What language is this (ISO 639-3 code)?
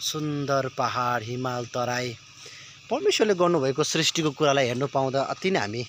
nep